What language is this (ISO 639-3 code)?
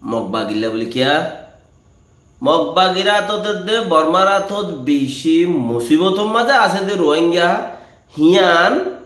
rhg